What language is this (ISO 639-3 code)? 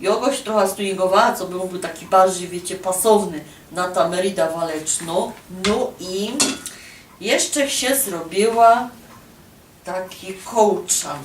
szl